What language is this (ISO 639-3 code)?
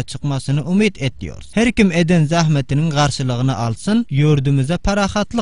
tuk